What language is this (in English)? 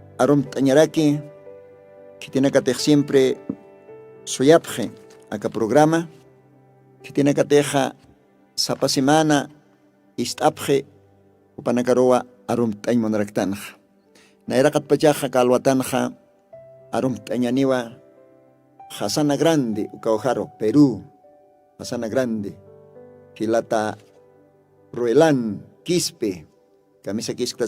Aymara